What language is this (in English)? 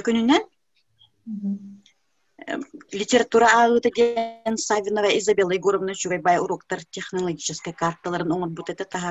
Yakut